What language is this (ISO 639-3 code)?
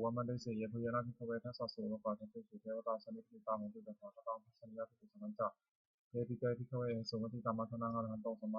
pli